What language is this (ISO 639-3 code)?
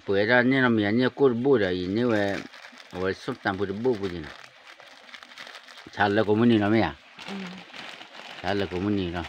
ksw